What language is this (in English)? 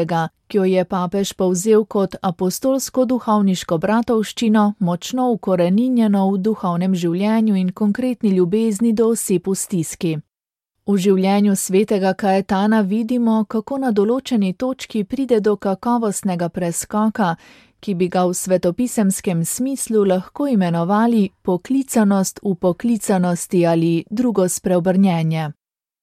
Slovenian